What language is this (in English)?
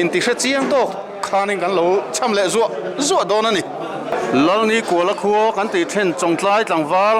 Mizo